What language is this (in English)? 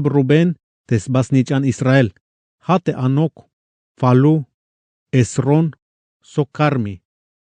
Tzeltal